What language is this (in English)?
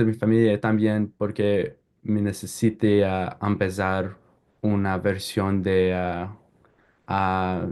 Ladino